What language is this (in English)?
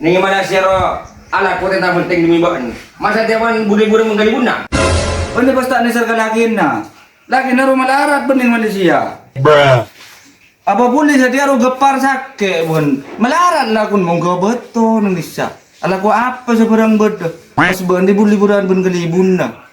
Madurese